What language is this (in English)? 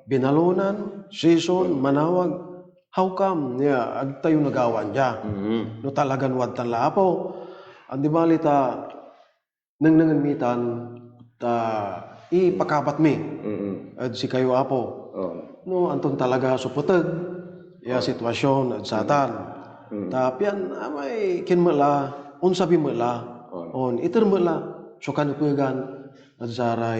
Pangasinan